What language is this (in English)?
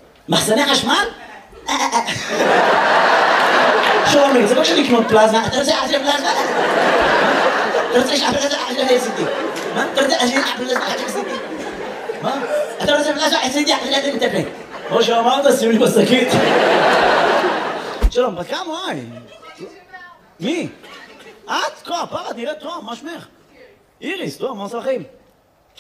Hebrew